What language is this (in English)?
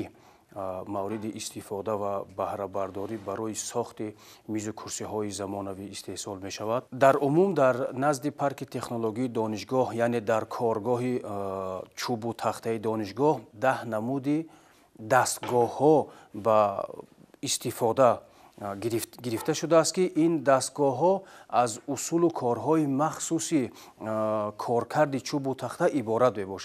Tajik